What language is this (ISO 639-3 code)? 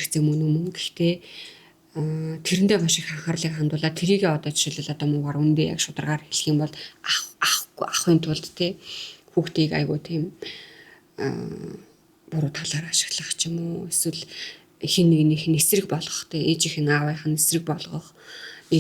mon